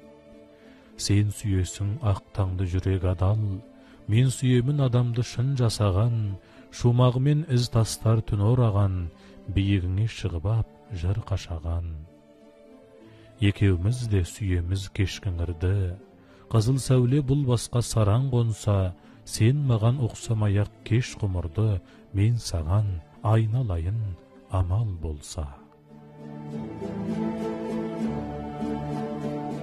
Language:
Kazakh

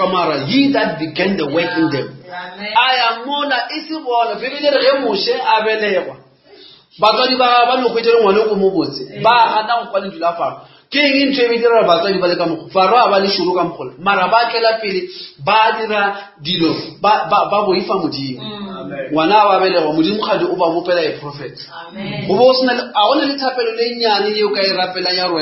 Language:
Northern Sotho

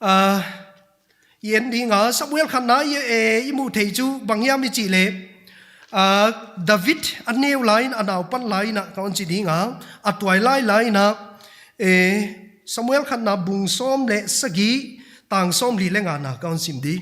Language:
Paite Chin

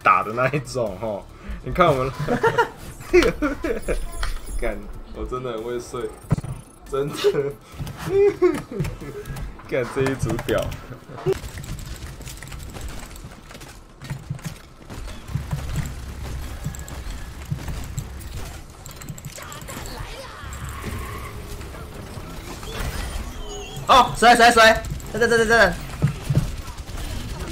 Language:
Chinese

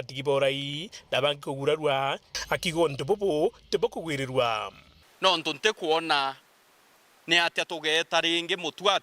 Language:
Meru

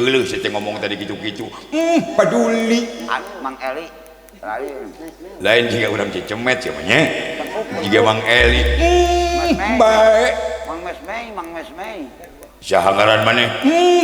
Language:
Sundanese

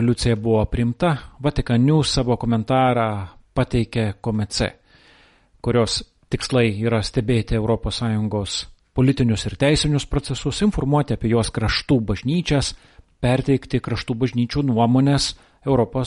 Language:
Lithuanian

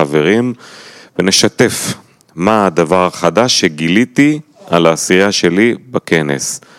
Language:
Hebrew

